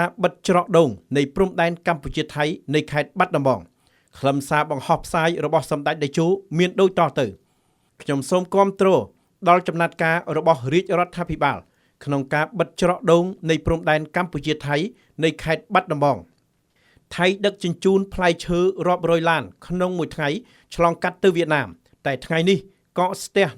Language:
Khmer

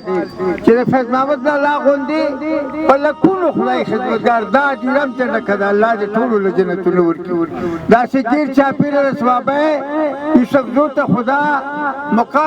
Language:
Pashto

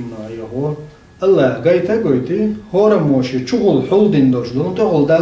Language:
Chechen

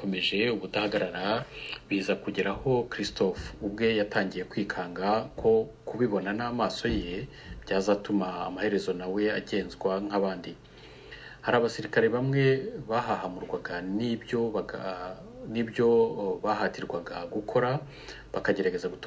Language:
Kinyarwanda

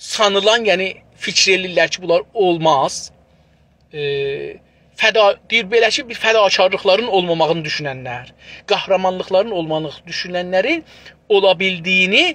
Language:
South Azerbaijani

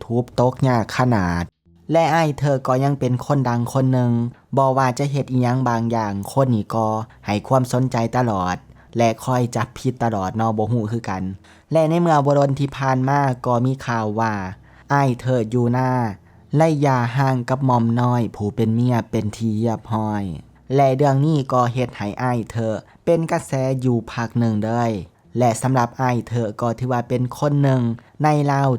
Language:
Lao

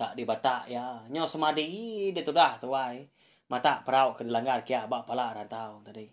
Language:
Iban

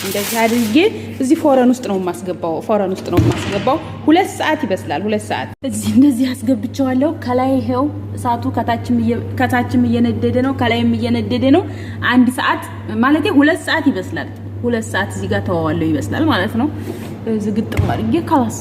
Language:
Amharic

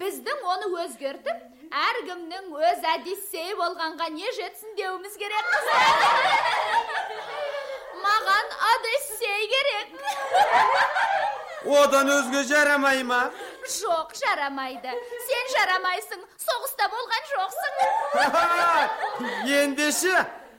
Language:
Kazakh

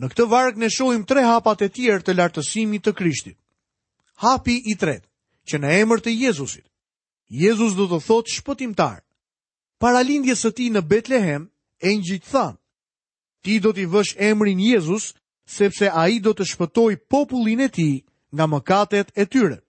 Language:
Albanian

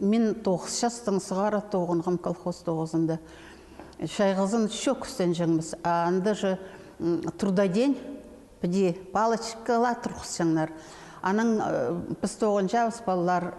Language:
Khakas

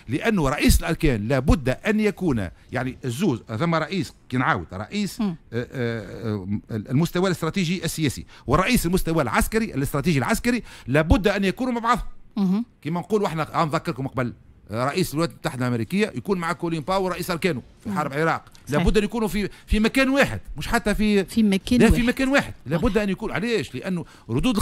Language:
Tunisian Arabic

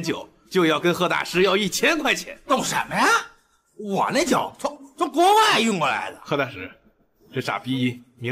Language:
Chinese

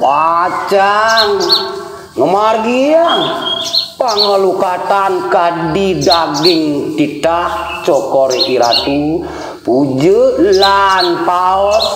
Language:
Balinese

